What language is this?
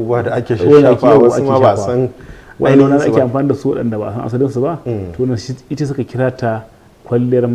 Hausa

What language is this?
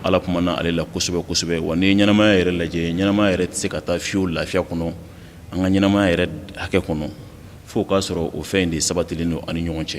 Bambara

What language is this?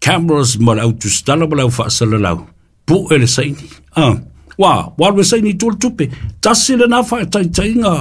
Samoan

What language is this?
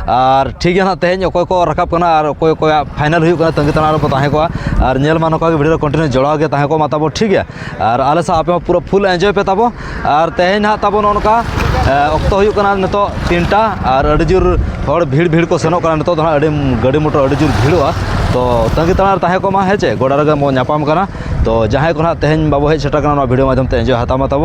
Santali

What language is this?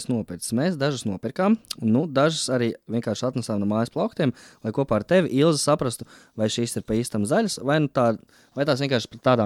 Latvian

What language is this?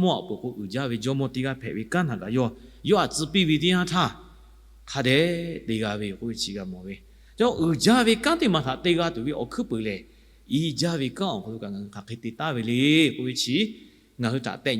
Lahu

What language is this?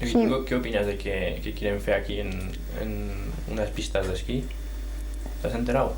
Aragonese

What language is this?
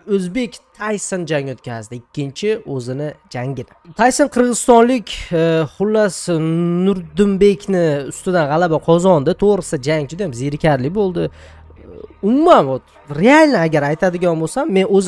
Uzbek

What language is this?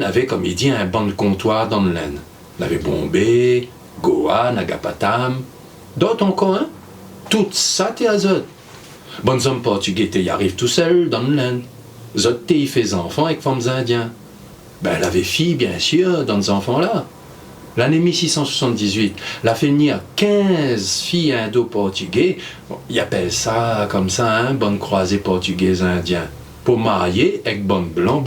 Réunion Creole French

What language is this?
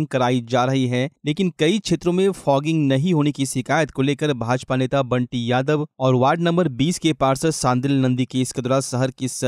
Hindi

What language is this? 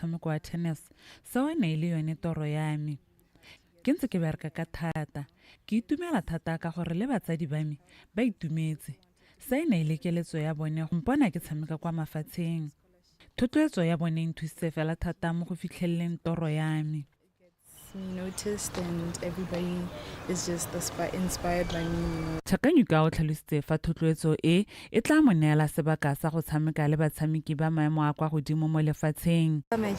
Tswana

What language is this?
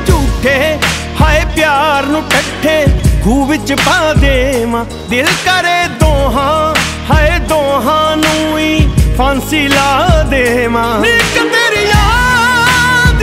Punjabi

